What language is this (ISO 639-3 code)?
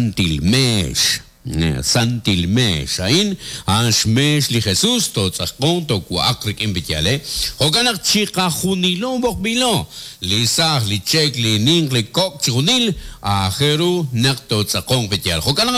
kek